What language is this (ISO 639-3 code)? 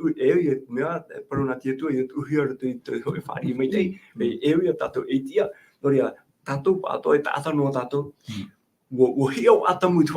tah